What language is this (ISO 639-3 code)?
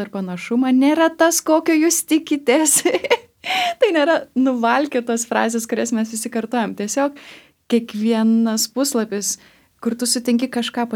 lit